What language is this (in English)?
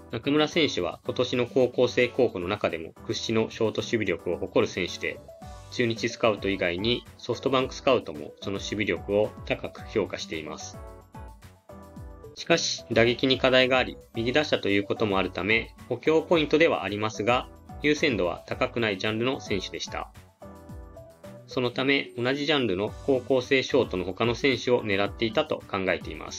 Japanese